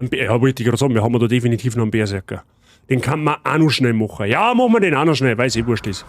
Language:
Bavarian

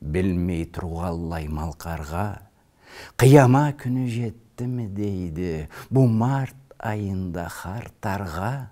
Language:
Karachay-Balkar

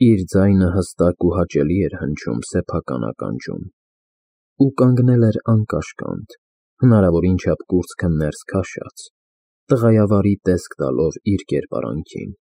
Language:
Armenian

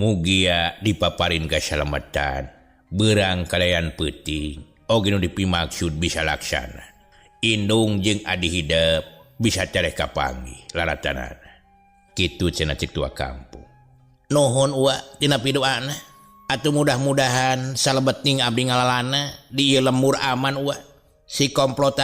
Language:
Sundanese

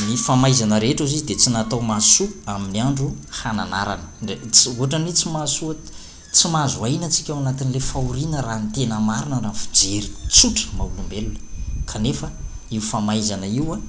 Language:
Malagasy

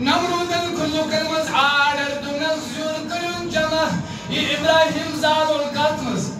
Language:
Kashmiri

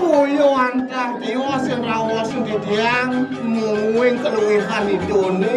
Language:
Balinese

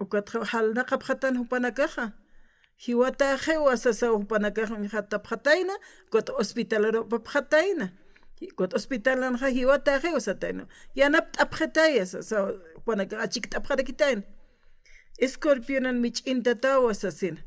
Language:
Aymara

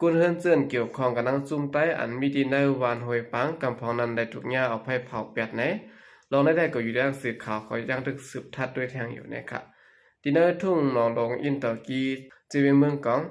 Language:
Shan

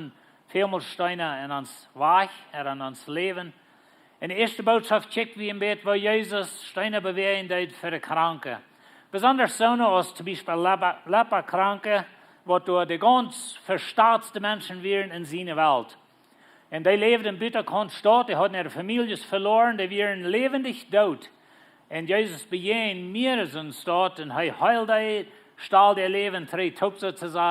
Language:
Plautdietsch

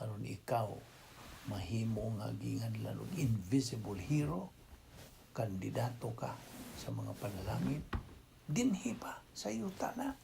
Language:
Cebuano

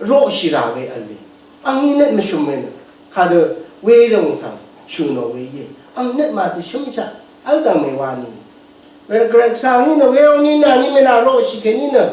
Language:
Rawang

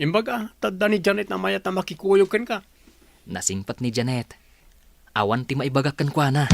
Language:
Iloko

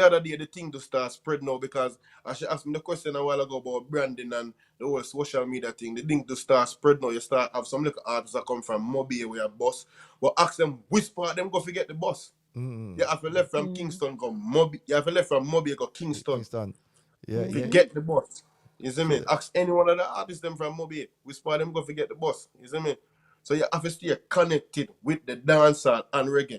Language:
Jamaican Creole English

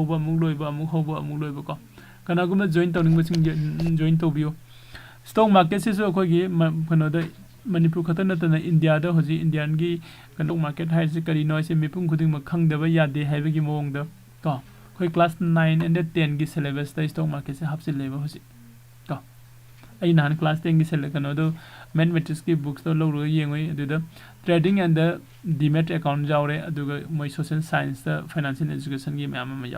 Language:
Manipuri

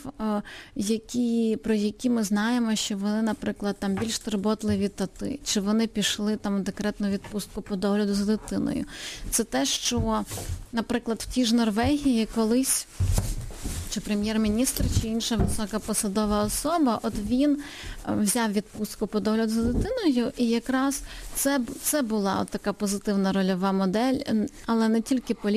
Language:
Ukrainian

